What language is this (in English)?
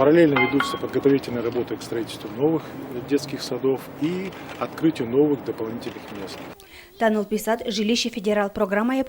Udmurt